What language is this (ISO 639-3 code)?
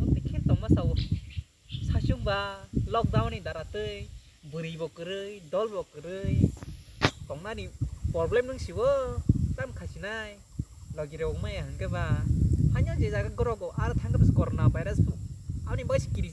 trp